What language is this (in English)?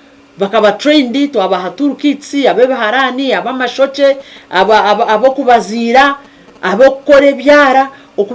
Nyankole